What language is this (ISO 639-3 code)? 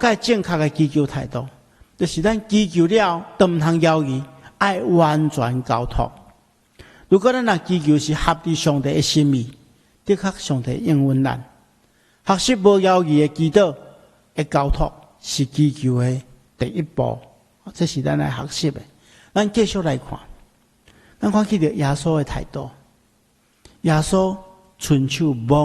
nan